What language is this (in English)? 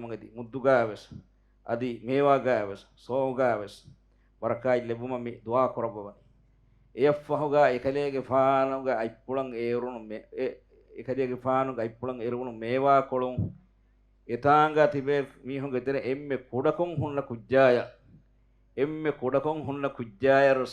Divehi